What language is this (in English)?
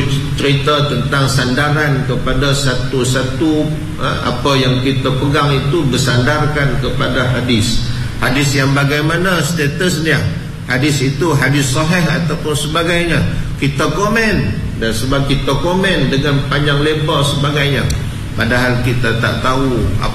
Malay